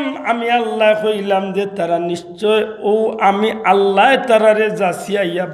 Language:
Sylheti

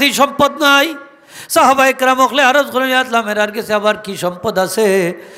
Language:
Sylheti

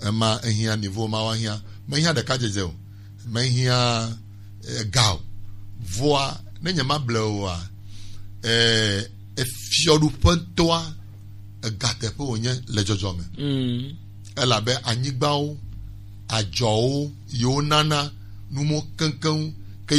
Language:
Gen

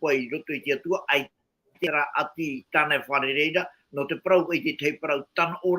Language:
Tahitian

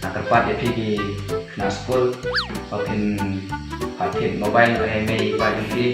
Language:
Khasi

